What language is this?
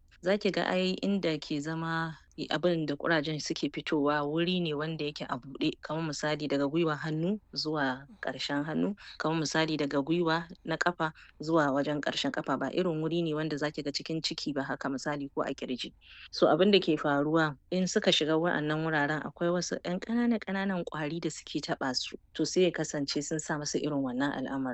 Hausa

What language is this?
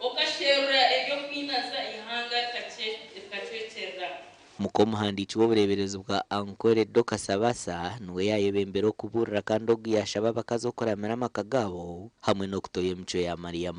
Nyankole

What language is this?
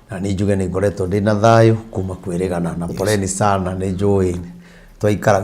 Kikuyu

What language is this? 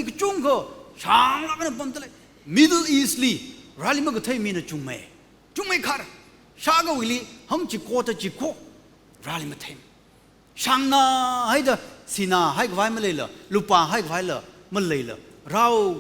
Tangkhul Naga (India)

